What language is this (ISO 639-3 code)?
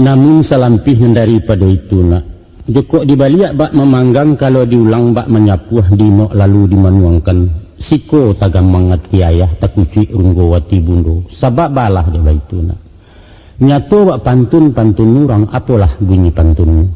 min